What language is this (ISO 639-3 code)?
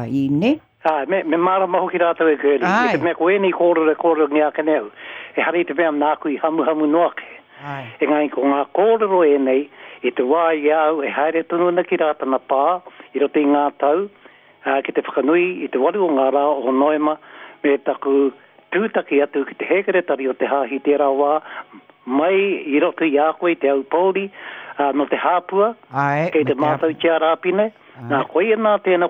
mri